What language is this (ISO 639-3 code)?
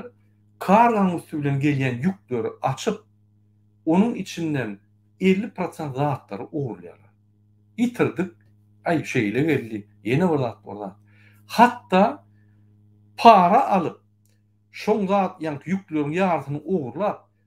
tuk